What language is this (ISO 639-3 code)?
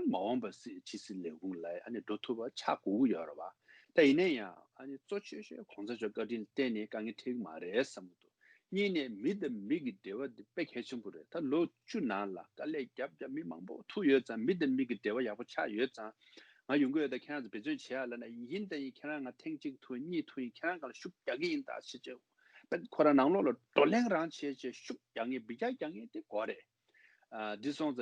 bod